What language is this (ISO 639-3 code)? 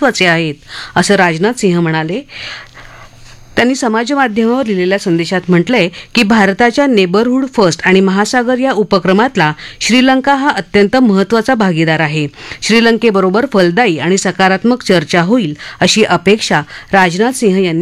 mar